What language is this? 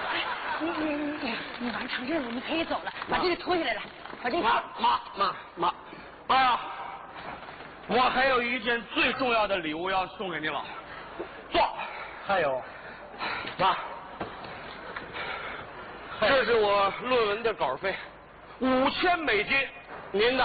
Chinese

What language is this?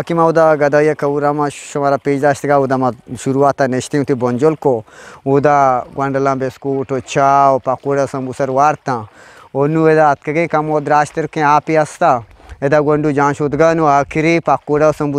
Eastern Balochi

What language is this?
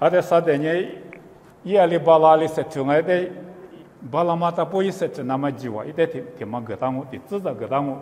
Lisu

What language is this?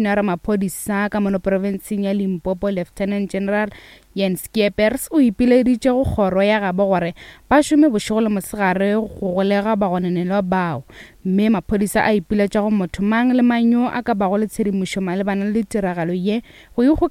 Northern Sotho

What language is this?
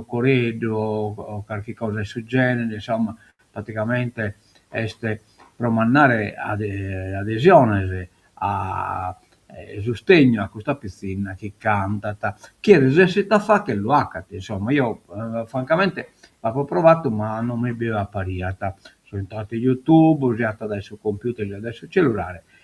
Sardinian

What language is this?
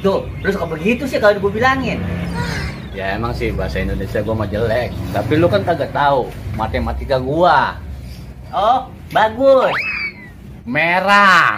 Betawi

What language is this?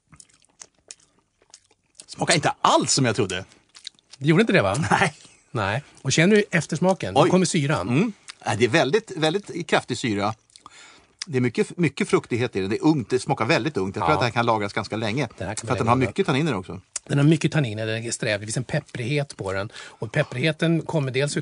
Swedish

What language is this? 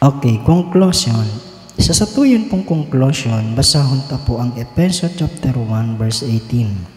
Bikol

